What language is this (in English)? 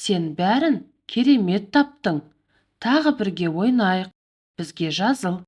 Kazakh